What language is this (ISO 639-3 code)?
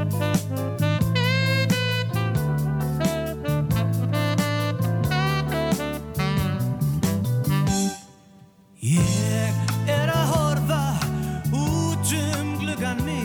isl